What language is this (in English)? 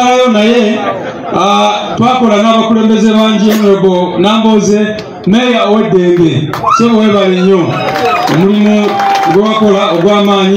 Ganda